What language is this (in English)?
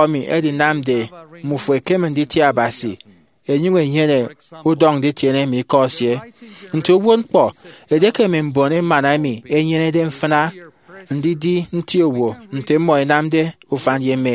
Efik